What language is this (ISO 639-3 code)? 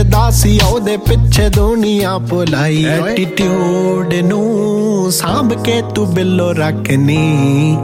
pan